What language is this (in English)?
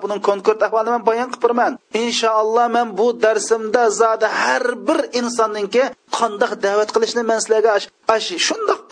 Uyghur